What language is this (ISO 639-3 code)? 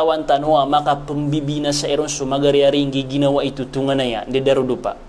mrw